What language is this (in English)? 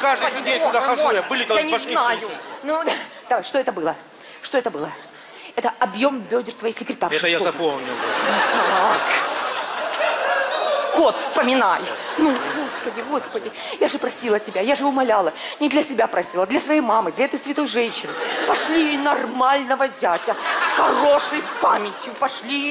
Russian